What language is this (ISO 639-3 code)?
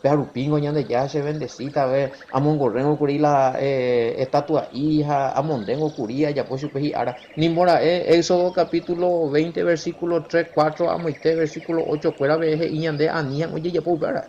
grn